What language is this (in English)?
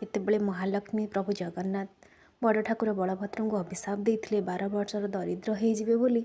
Odia